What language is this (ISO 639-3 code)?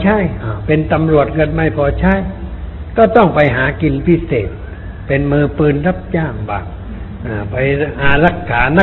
tha